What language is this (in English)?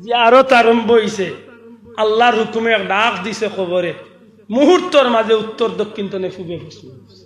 Sylheti